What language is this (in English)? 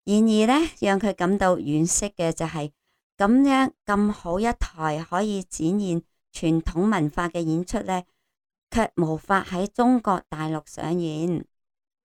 Cantonese